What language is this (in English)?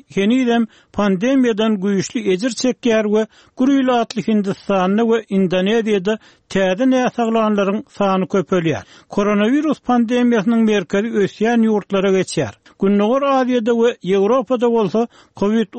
Turkmen